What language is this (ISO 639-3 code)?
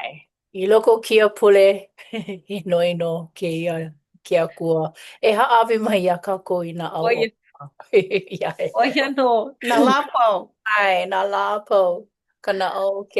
haw